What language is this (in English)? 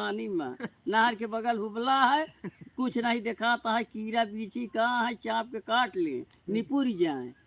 Awadhi